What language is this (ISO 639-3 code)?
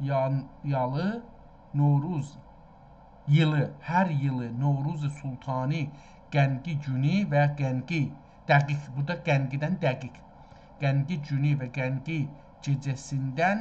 azb